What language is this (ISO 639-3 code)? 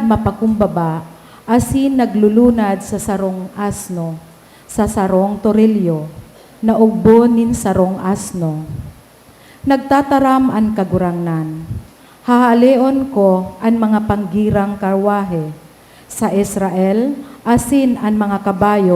bik